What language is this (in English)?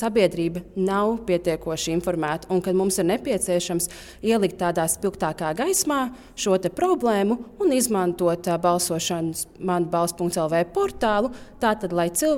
Latvian